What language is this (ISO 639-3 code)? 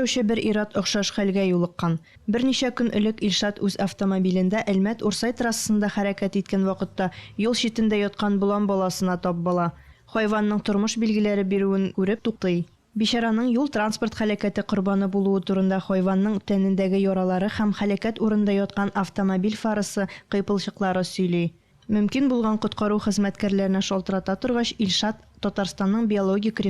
tat